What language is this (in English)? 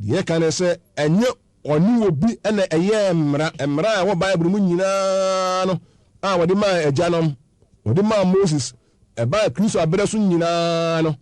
Akan